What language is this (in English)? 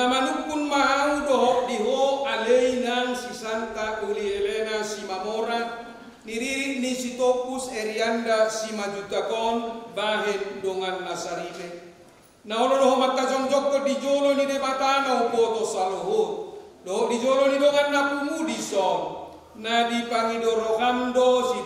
Batak Toba